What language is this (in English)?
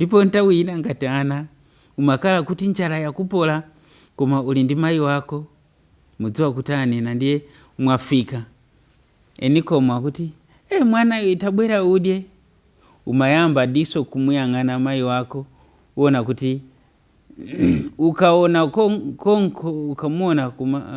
Nyanja